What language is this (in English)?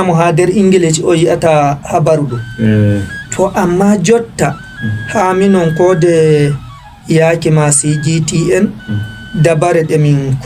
Fula